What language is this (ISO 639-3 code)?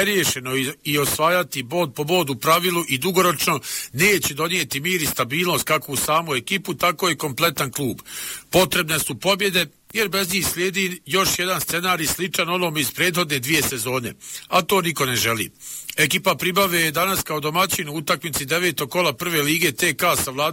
bos